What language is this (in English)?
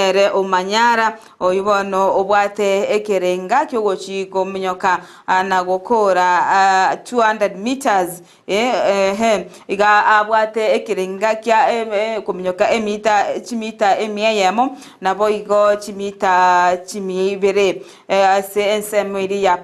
Gusii